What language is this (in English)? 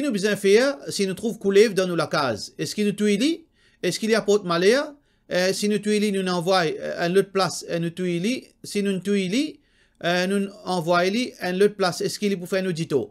Morisyen